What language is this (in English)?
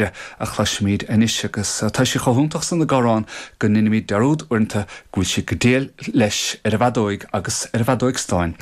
Irish